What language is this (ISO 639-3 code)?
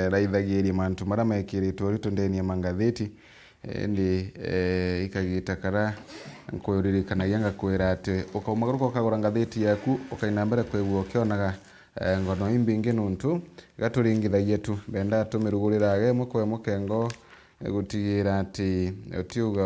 mer